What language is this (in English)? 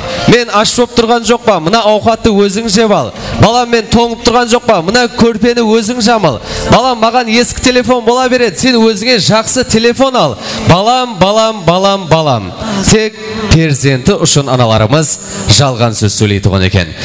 Kara-Kalpak